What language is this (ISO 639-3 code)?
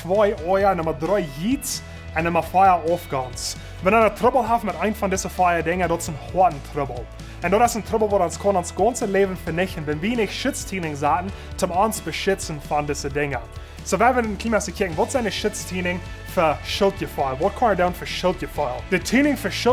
pdt